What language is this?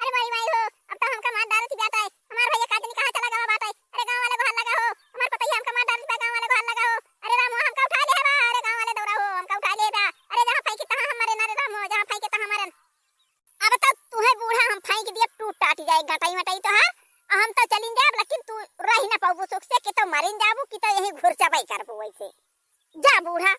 Awadhi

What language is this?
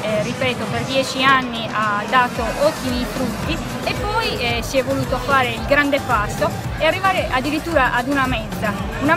Italian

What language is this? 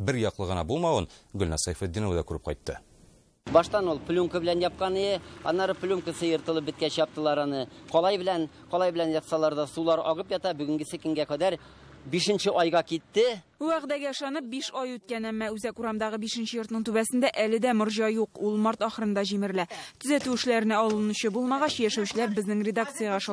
Tatar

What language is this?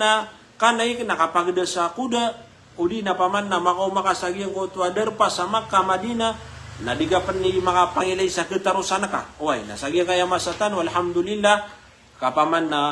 Maranao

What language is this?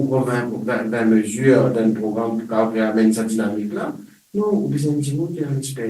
Morisyen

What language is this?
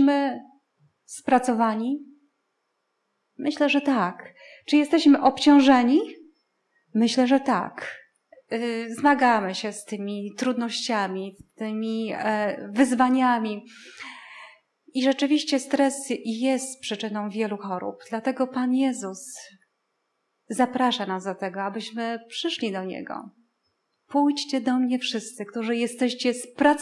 Polish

